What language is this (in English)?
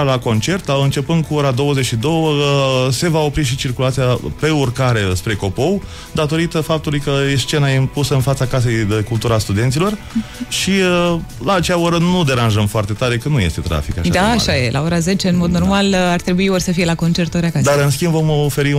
Romanian